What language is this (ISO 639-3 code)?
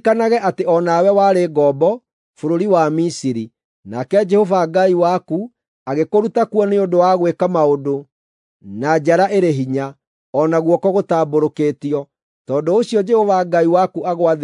kik